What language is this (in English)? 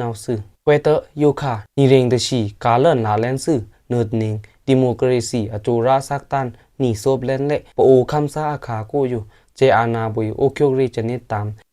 Pa'o Karen